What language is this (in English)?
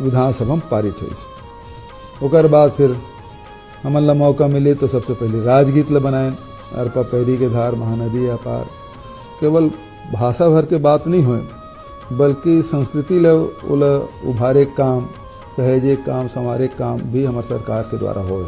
Chhattisgarhi